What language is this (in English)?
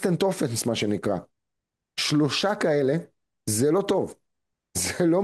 Hebrew